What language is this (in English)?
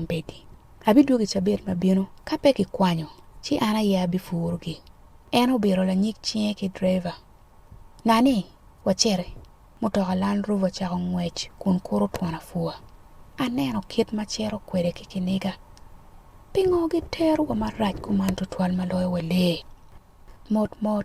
Acoli